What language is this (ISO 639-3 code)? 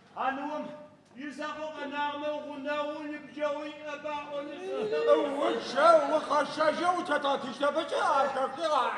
ady